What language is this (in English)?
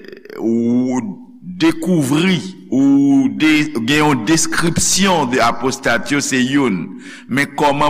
Haitian Creole